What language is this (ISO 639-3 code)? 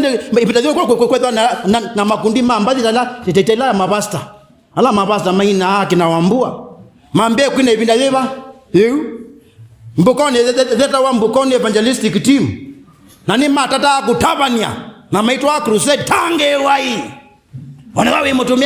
kam